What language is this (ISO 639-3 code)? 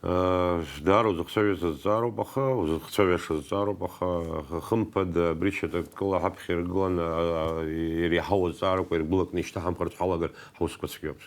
abk